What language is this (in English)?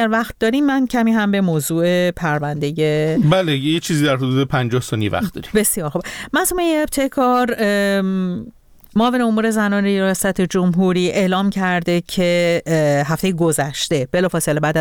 Persian